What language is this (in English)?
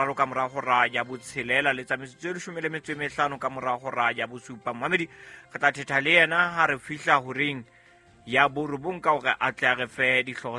Southern Sotho